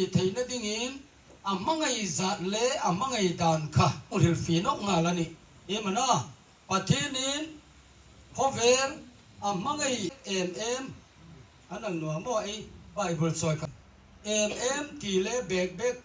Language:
Hmar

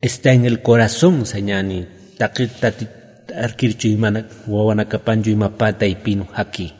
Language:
Aymara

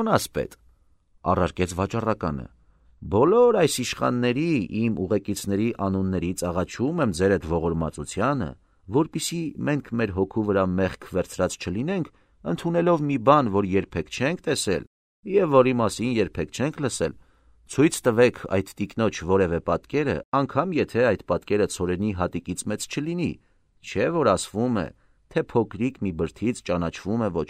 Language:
Armenian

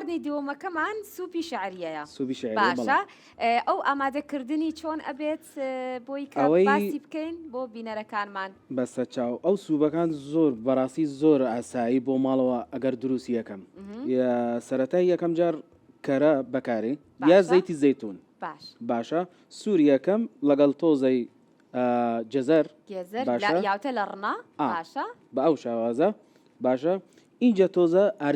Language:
Central Kurdish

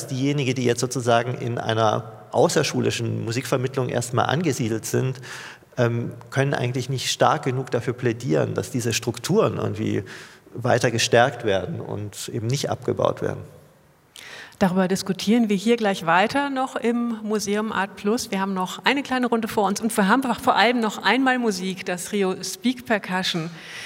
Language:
German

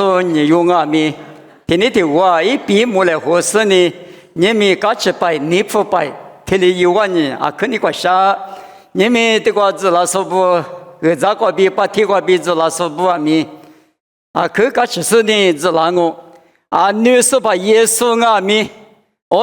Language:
Lisu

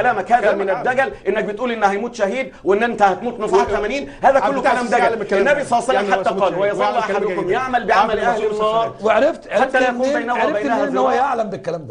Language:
Egyptian Arabic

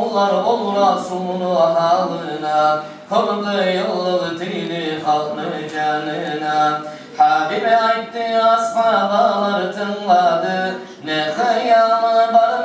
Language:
Kumyk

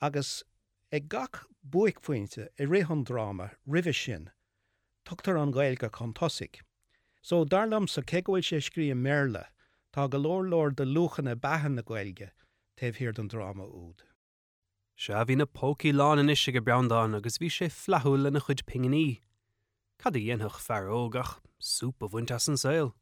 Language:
Irish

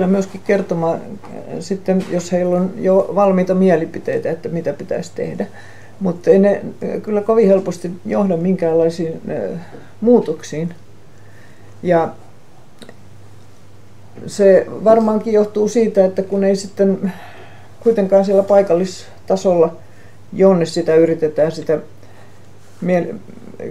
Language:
Finnish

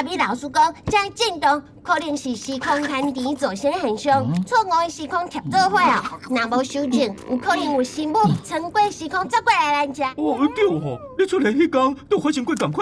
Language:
Min Nan Chinese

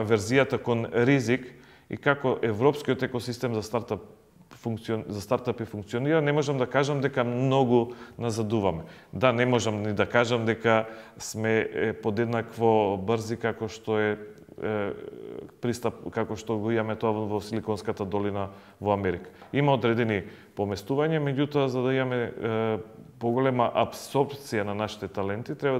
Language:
Macedonian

